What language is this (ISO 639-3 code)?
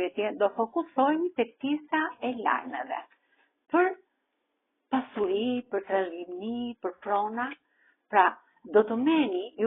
sqi